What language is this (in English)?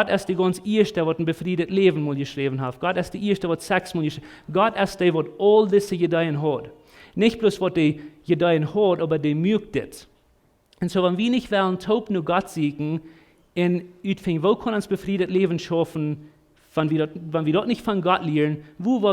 Plautdietsch